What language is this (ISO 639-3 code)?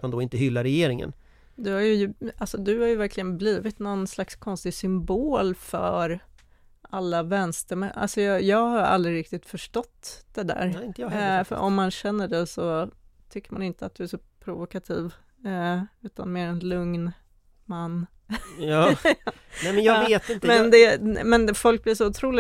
swe